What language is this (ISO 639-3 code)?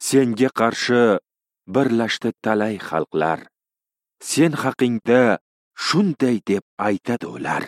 uzb